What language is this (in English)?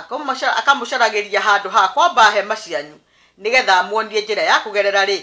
Kikuyu